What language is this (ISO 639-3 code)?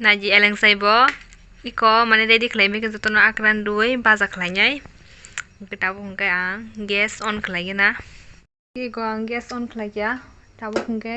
trp